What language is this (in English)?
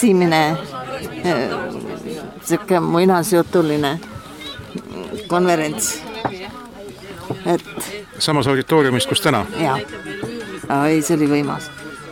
Estonian